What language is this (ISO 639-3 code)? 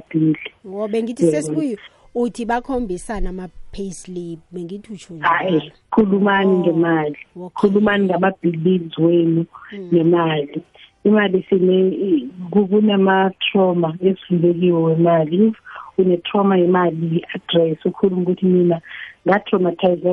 nbl